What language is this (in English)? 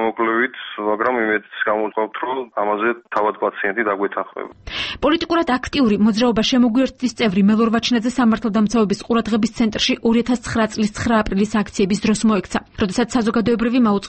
Georgian